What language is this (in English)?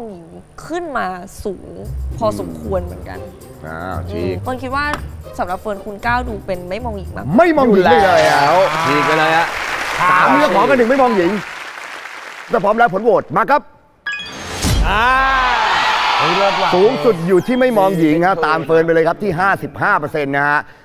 Thai